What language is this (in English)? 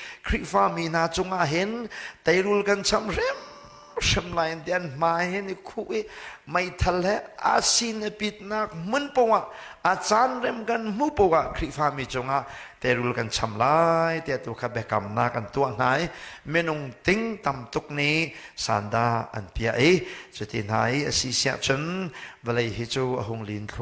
Hakha Chin